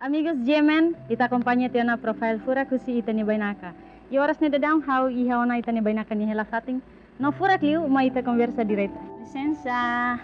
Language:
Tetum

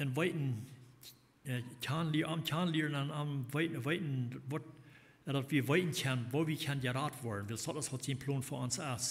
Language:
Plautdietsch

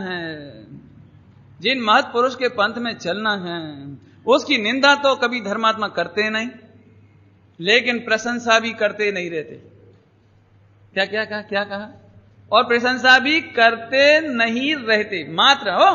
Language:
Hindi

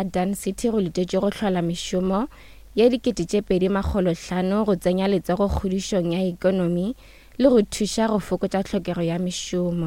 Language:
Northern Sotho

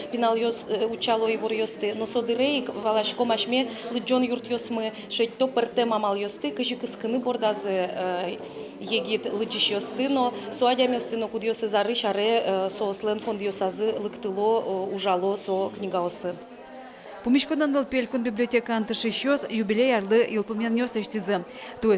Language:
Udmurt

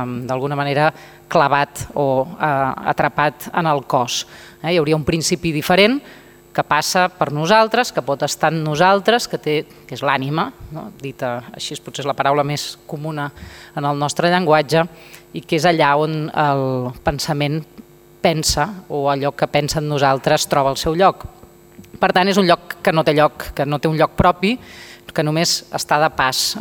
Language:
Catalan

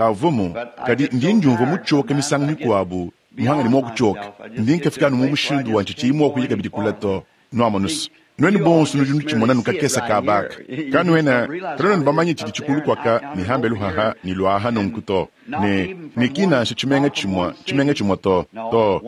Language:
Luba-Lulua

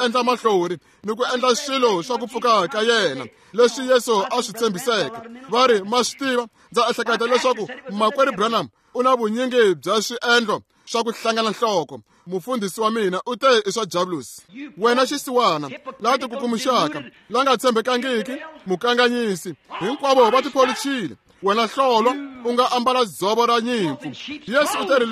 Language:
Tsonga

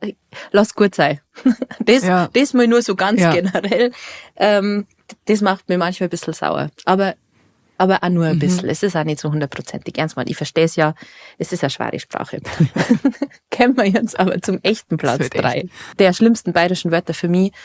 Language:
Bavarian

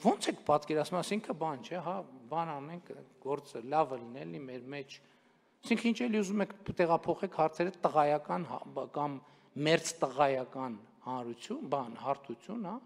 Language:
Armenian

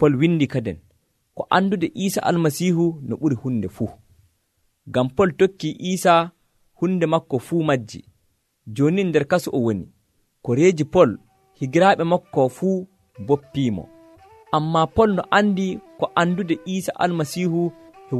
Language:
Nigerian Fulfulde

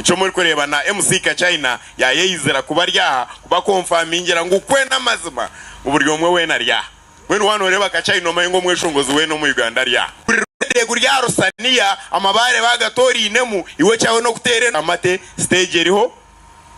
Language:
Nyankole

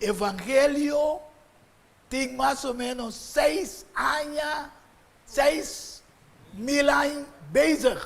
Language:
Papiamento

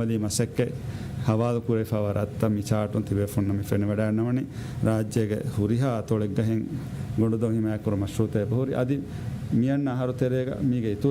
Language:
Divehi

